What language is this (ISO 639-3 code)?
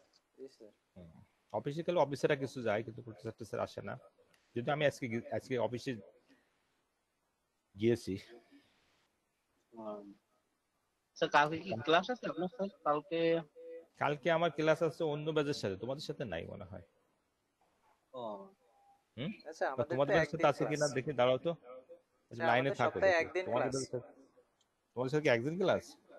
ben